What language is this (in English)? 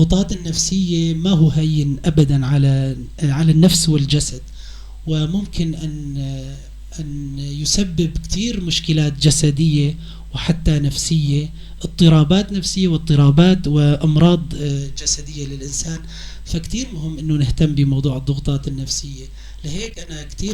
North Levantine Arabic